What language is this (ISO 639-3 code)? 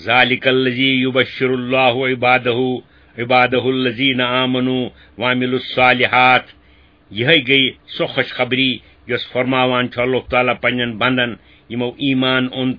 kas